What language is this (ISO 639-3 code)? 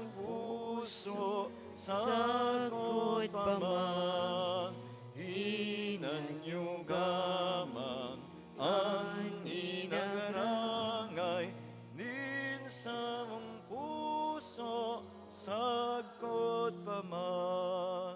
bik